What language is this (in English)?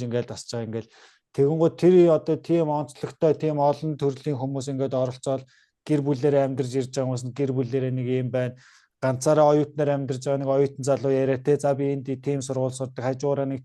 Mongolian